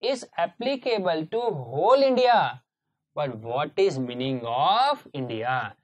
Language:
Hindi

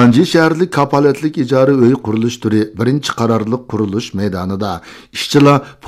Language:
Uyghur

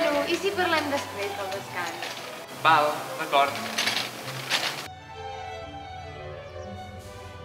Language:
Catalan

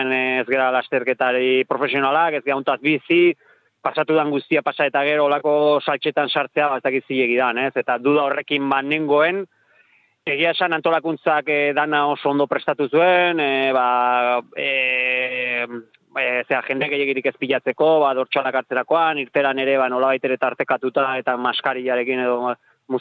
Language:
Basque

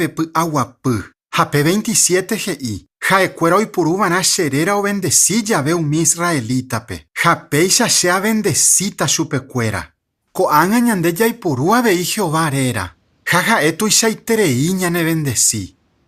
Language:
Guarani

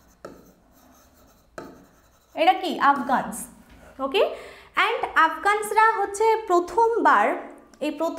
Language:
Bangla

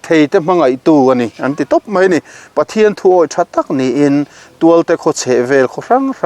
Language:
Mizo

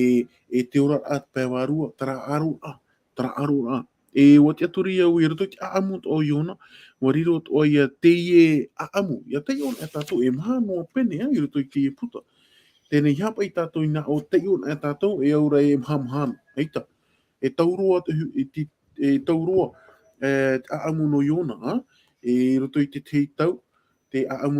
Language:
Tahitian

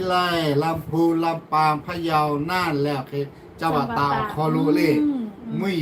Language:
Lahu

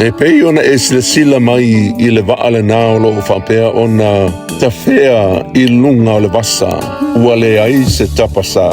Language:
Samoan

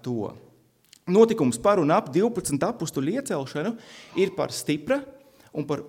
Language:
Latvian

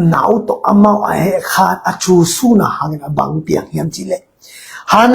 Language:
Tedim Chin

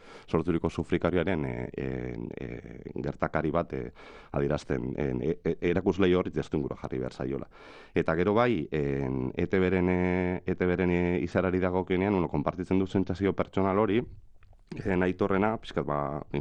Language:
Basque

